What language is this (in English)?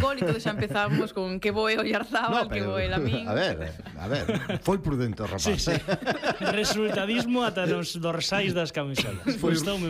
Galician